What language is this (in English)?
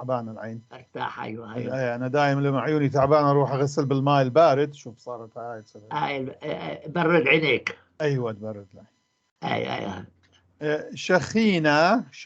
North Levantine Arabic